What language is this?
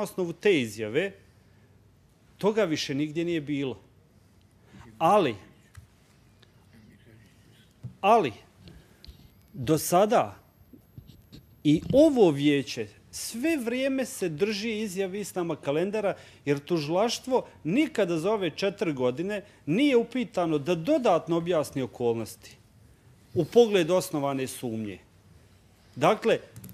Bosnian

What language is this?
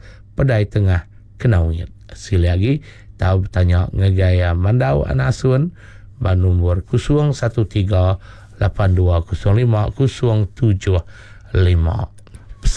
Iban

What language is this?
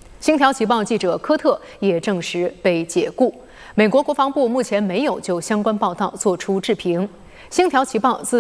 Chinese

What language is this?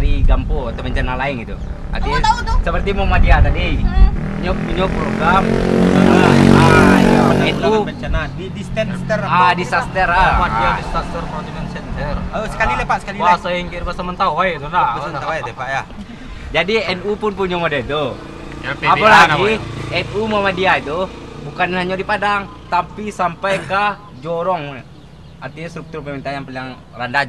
Minangkabau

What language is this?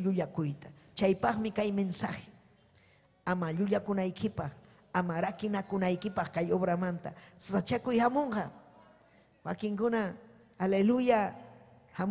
Ayacucho Quechua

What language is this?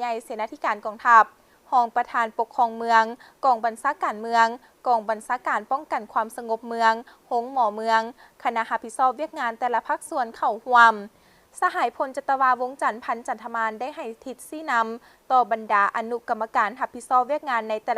Lao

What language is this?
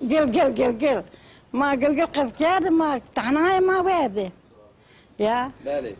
Zaza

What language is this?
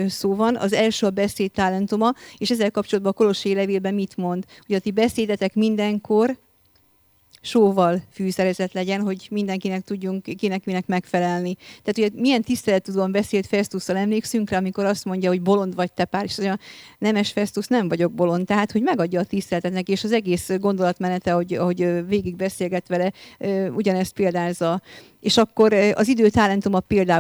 Hungarian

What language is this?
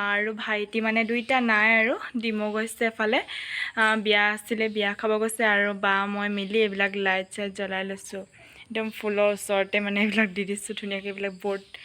Assamese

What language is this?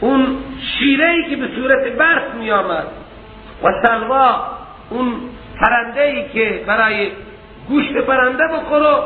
Persian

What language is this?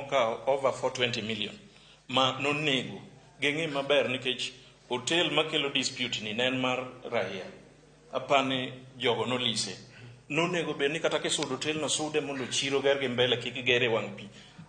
Luo (Kenya and Tanzania)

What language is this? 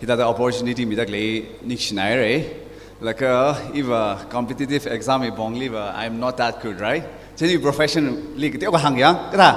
Tangkhul Naga (India)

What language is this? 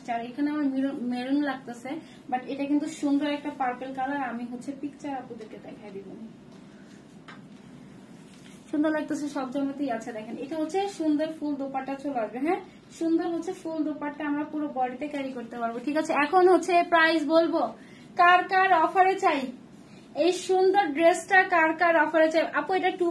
Bangla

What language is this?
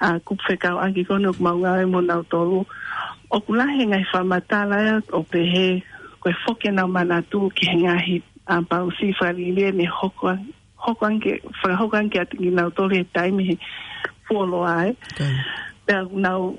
Tongan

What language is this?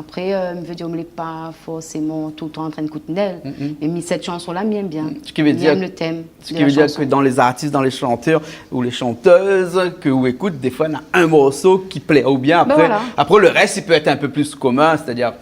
Réunion Creole French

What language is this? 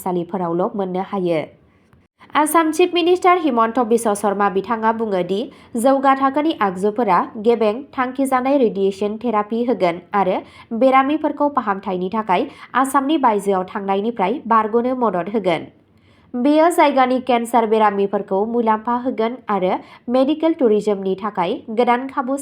Bodo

